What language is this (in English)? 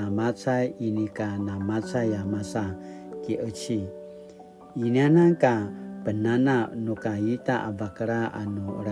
Paiwan